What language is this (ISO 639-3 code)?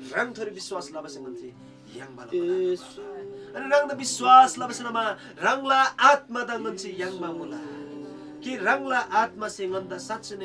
taj